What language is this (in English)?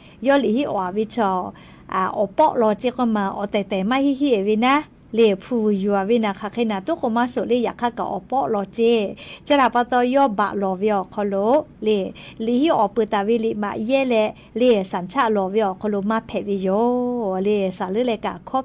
Lahu